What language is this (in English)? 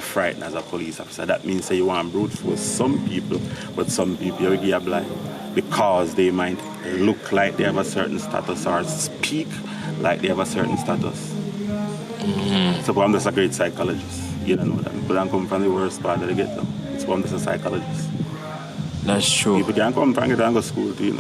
Jamaican Creole English